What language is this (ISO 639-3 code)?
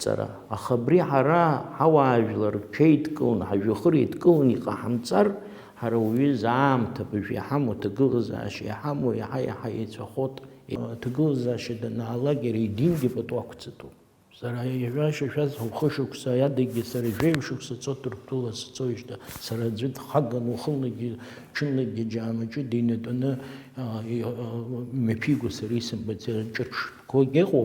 abk